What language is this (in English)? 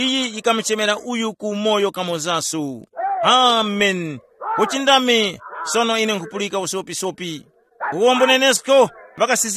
Tumbuka